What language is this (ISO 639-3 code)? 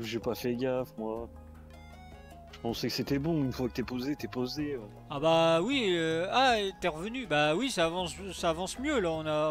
fra